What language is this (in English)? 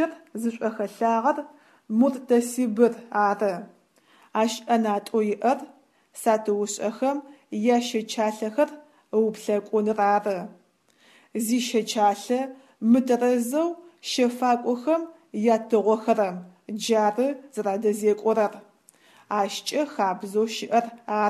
Adyghe